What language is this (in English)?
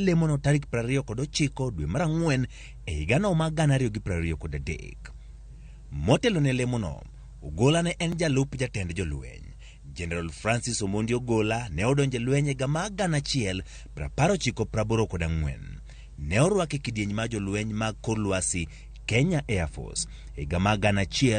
Luo (Kenya and Tanzania)